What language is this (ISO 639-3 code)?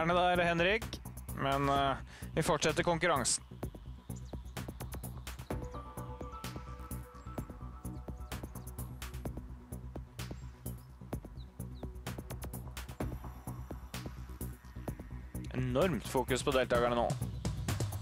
nor